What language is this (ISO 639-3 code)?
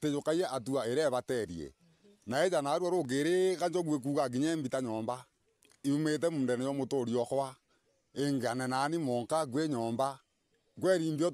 mer